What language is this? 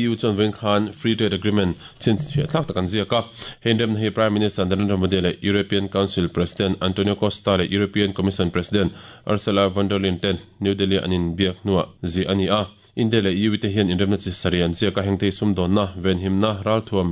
Mizo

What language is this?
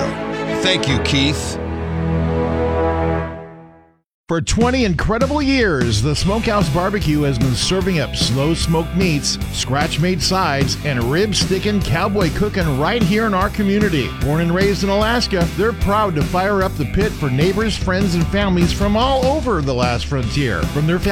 English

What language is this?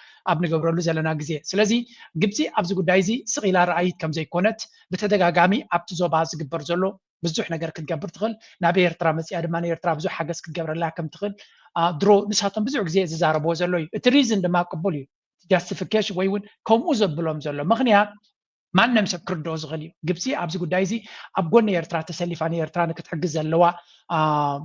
Tigrinya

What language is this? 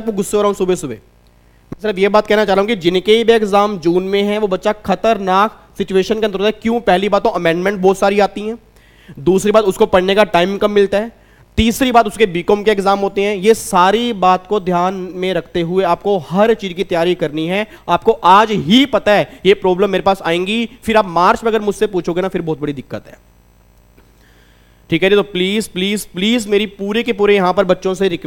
Hindi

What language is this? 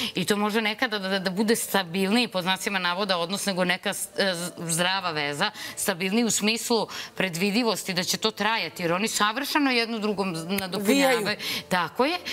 Serbian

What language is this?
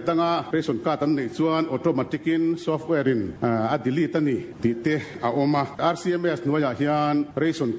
Mizo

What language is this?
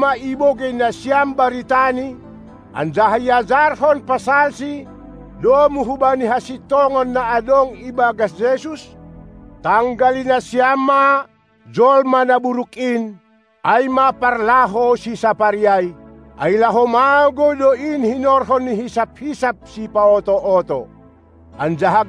Batak Simalungun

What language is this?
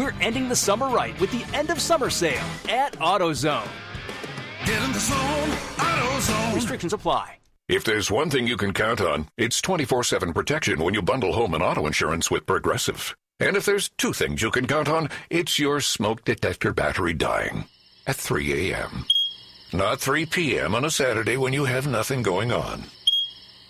English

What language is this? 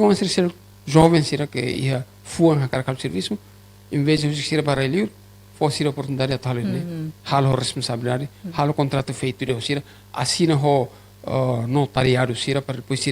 Tetum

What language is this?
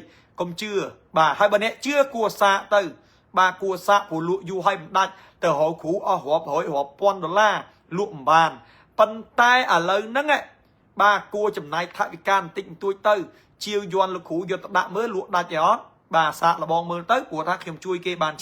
Khmer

